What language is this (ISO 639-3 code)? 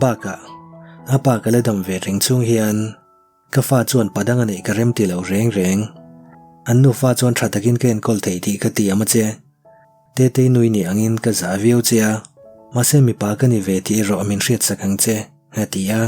lus